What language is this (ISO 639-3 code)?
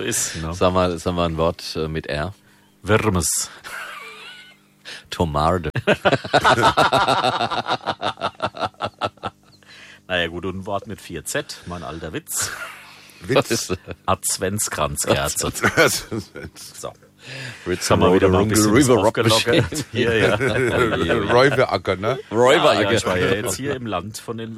deu